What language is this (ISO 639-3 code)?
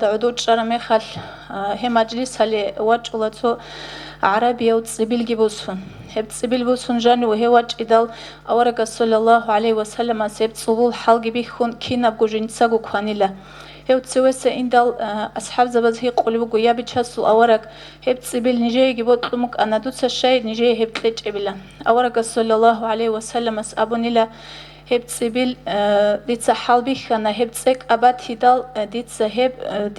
ava